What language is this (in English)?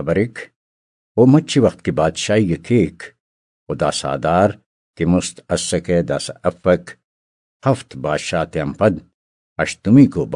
Brahui